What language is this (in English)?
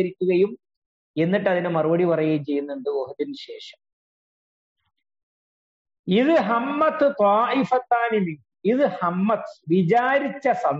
Malayalam